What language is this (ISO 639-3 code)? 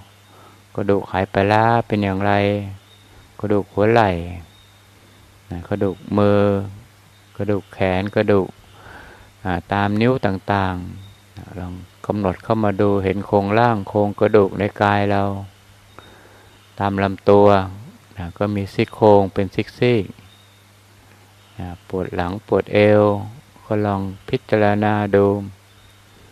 tha